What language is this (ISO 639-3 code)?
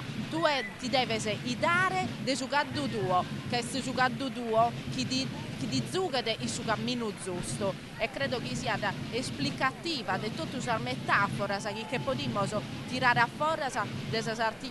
srd